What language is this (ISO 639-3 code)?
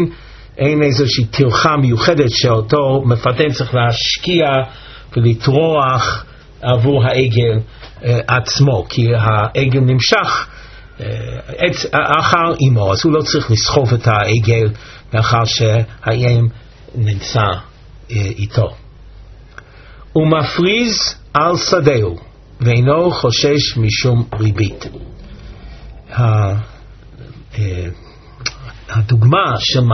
heb